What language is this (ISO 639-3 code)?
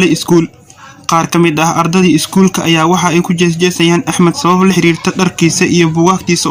som